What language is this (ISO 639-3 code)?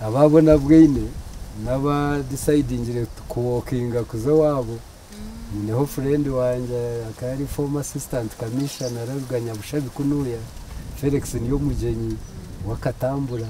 nyn